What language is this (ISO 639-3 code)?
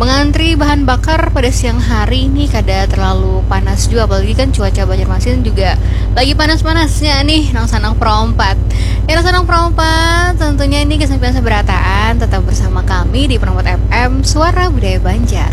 bjn